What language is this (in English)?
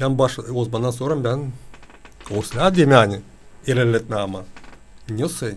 Gagauz